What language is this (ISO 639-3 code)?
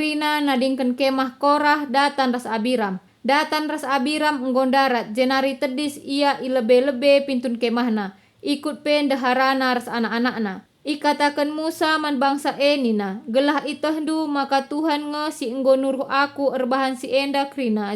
btx